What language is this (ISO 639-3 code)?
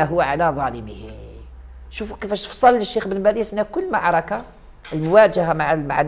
ara